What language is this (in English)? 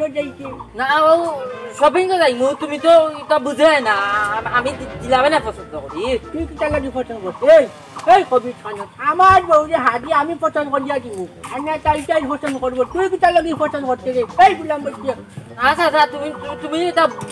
Sylheti